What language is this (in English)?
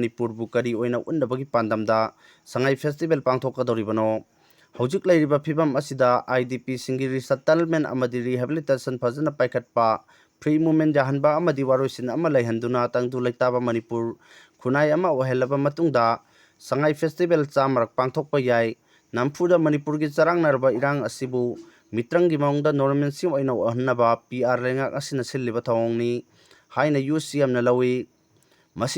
Manipuri